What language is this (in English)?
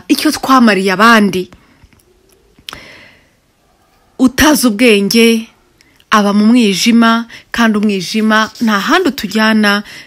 Kinyarwanda